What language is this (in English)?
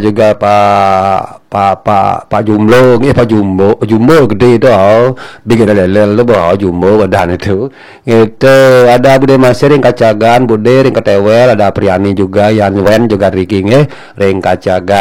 Balinese